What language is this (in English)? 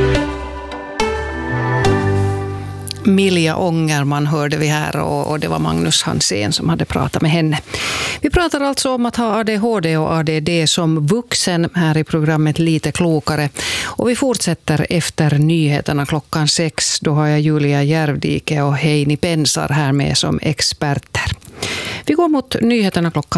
Swedish